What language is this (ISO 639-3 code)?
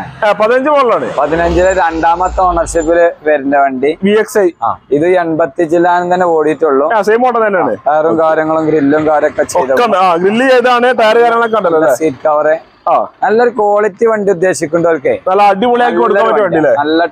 mal